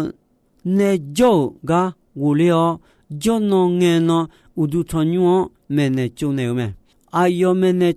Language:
Akha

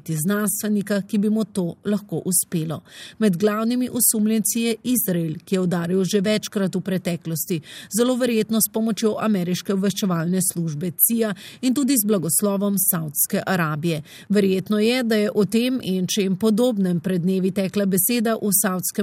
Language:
Slovenian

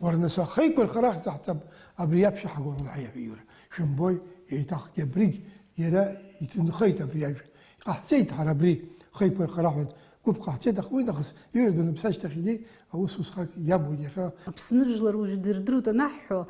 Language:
Abkhazian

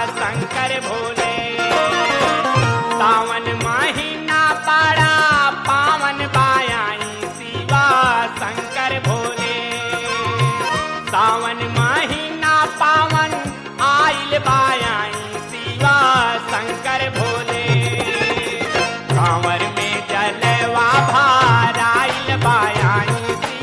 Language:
Bhojpuri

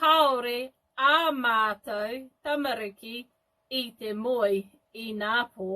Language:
Māori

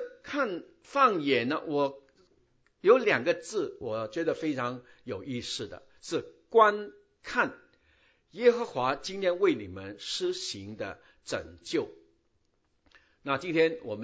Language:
Chinese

